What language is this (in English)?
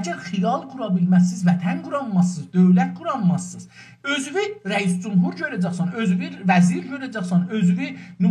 South Azerbaijani